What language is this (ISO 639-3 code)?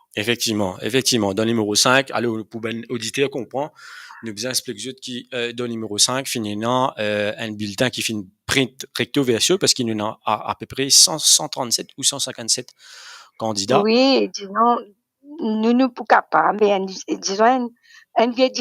mfe